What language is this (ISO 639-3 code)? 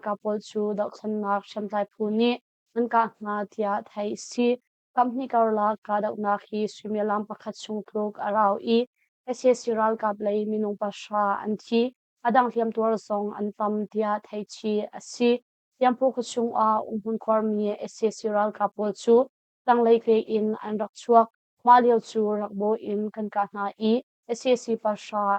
cnh